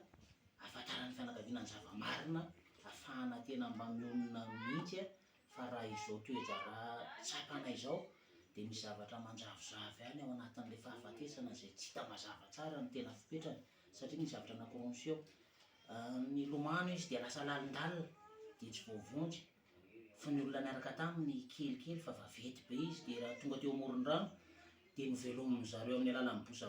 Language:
Malagasy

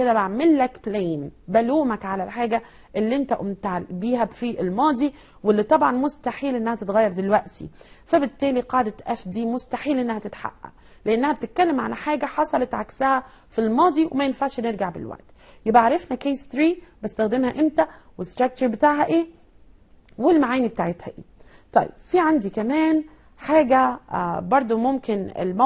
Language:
Egyptian Arabic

